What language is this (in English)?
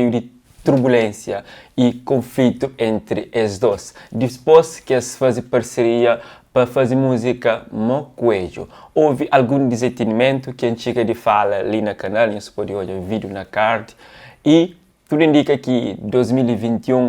Kabuverdianu